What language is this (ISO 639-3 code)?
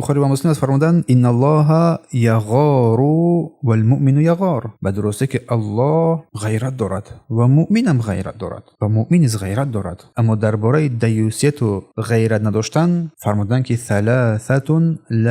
tgk